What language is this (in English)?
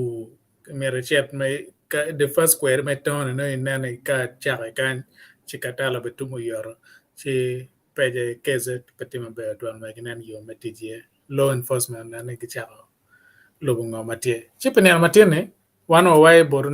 Acoli